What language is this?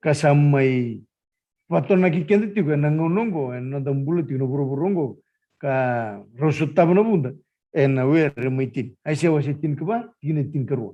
Fijian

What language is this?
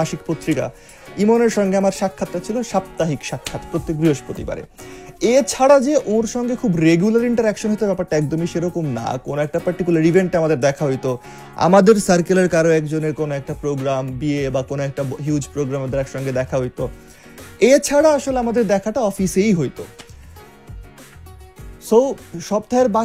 Bangla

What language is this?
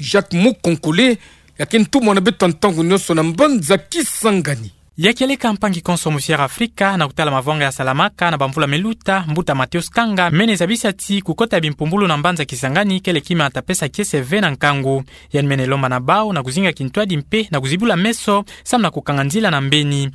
Kituba (Democratic Republic of Congo)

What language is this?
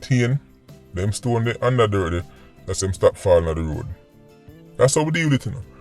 Jamaican Creole English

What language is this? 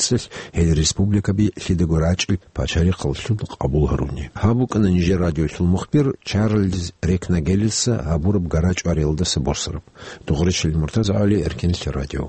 Avaric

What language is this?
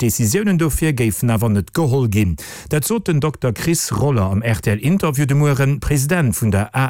Luxembourgish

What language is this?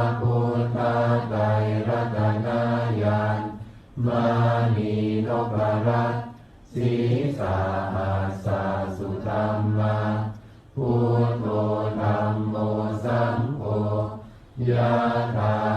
Pali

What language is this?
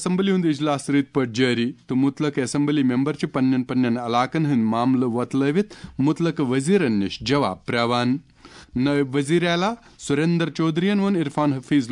Kashmiri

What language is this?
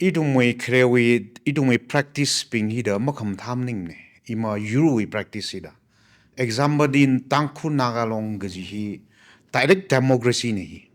Tangkhul Naga (India)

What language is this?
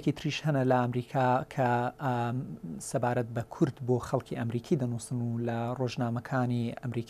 Central Kurdish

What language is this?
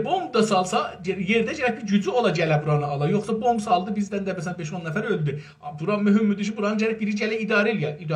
South Azerbaijani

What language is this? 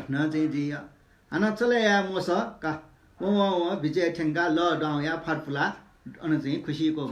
Newari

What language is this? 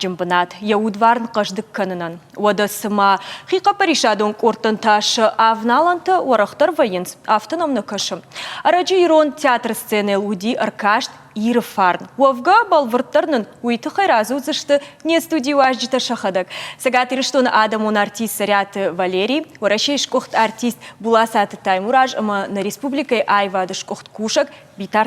Ossetic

